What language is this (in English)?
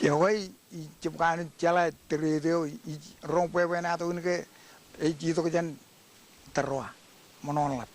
Marshallese